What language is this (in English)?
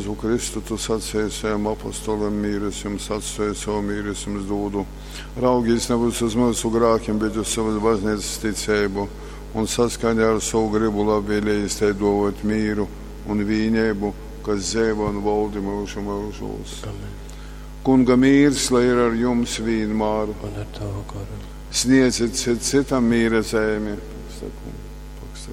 Latgalian